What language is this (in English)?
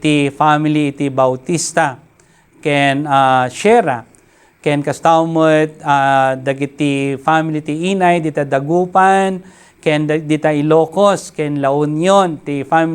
Iloko